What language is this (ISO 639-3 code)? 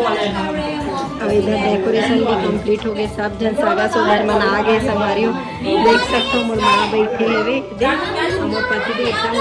hne